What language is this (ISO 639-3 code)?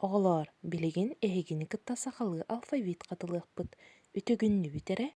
sah